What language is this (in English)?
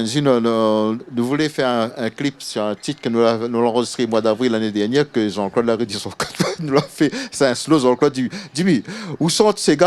Réunion Creole French